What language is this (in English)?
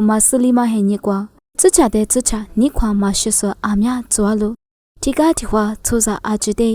Lisu